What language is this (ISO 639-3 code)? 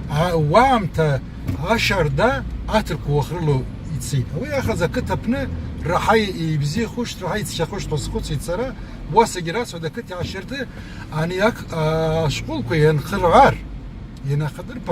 abk